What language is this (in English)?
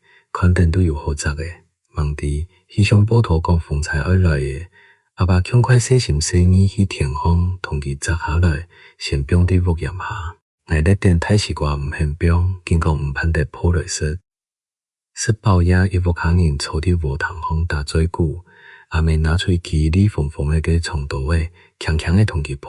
Hakka Chinese